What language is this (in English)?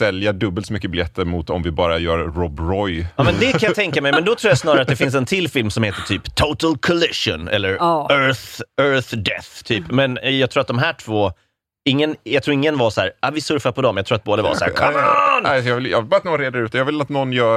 Swedish